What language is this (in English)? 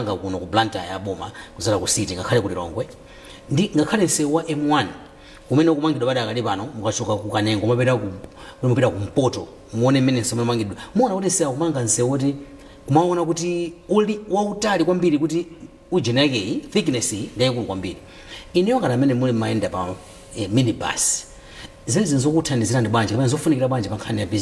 Nyanja